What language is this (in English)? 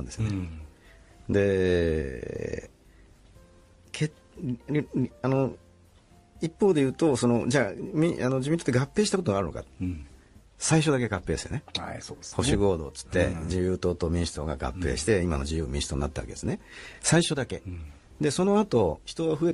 Japanese